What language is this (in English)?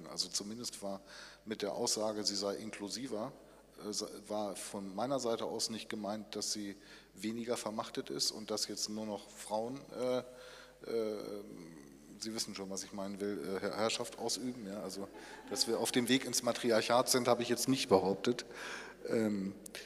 German